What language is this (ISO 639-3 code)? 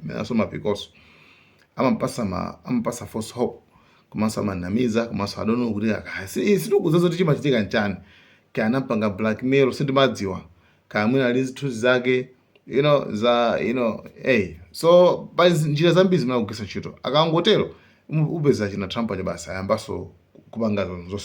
nya